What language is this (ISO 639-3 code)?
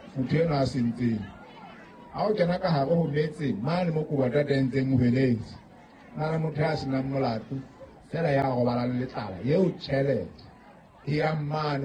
sot